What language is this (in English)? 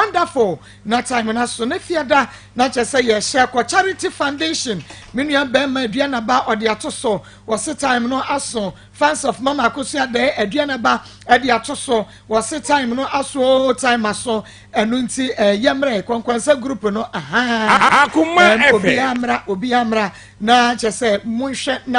Akan